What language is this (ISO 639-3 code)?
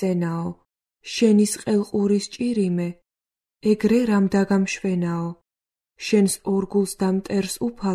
kat